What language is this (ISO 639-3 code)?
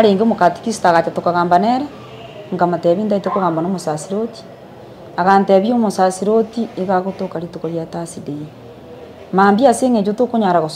guz